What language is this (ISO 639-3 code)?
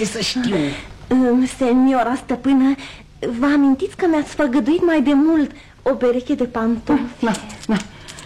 ron